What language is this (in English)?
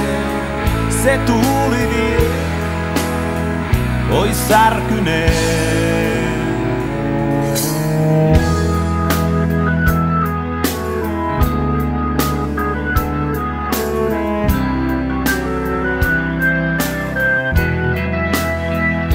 Finnish